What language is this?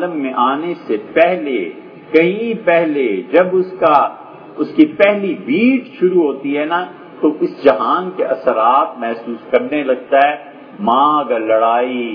Urdu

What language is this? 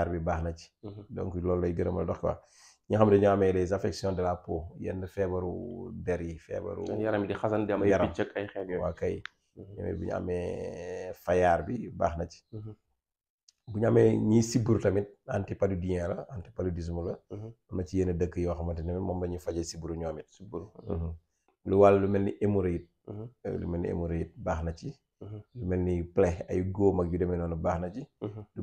Wolof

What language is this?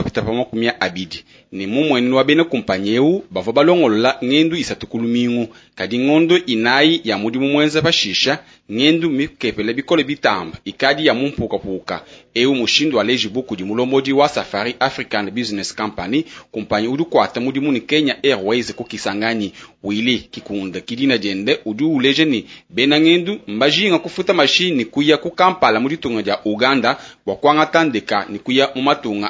Luba-Lulua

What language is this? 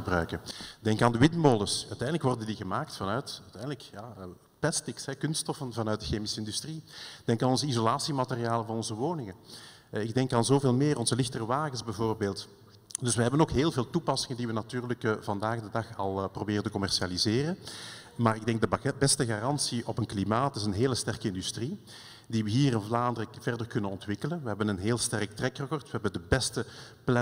Dutch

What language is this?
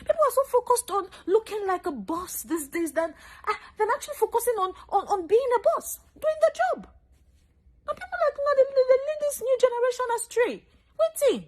Nigerian Pidgin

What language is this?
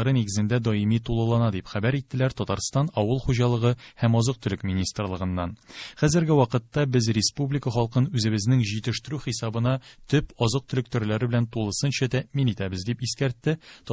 Tatar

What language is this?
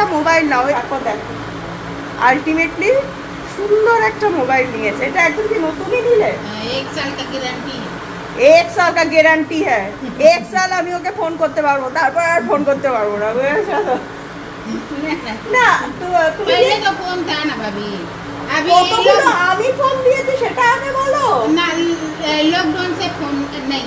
Bangla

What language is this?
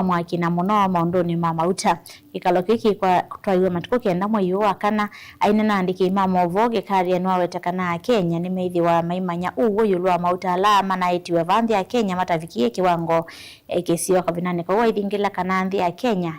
Kamba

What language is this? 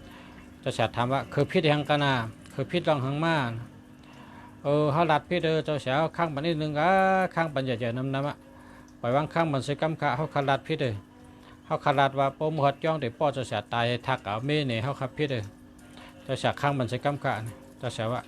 Shan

